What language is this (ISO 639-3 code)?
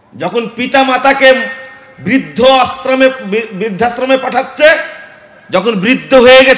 ben